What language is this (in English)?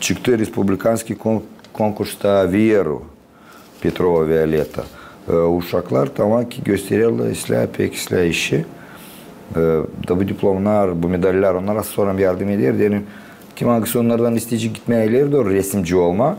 Gagauz